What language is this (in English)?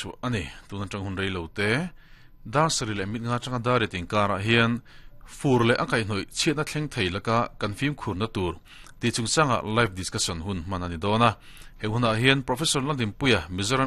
Mizo